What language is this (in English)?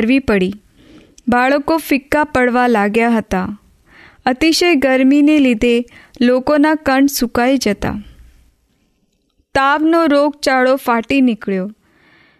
Gujarati